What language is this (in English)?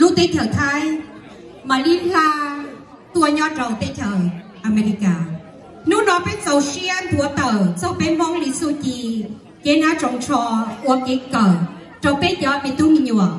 Hmong